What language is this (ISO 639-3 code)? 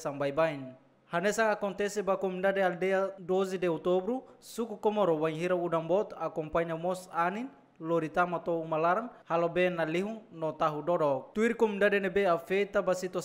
tet